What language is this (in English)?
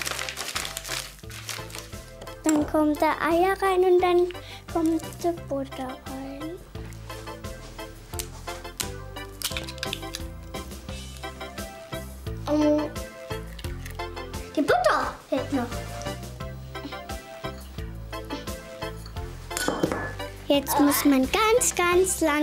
German